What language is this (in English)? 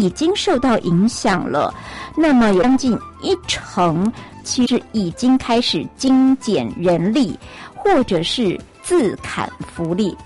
Chinese